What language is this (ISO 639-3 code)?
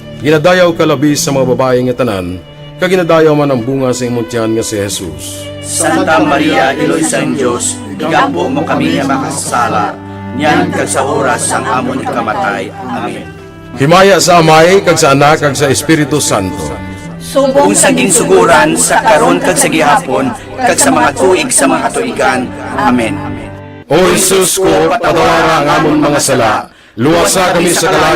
hil